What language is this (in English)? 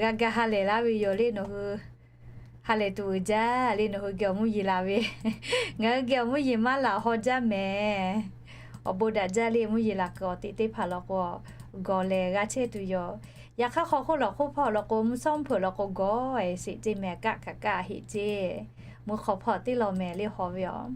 Lahu